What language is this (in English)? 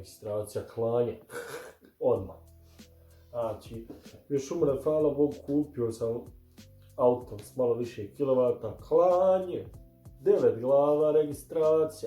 Bosnian